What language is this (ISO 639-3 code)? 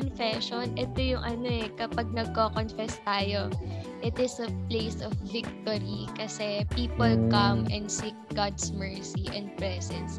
fil